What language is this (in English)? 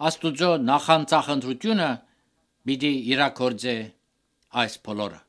Armenian